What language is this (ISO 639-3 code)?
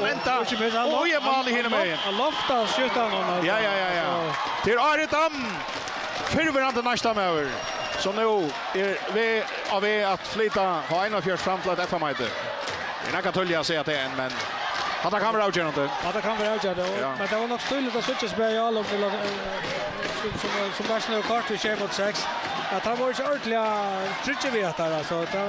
fao